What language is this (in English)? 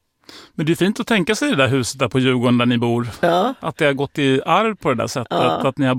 Swedish